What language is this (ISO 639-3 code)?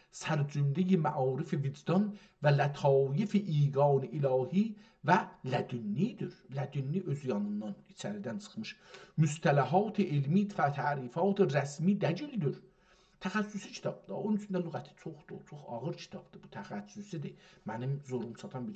azb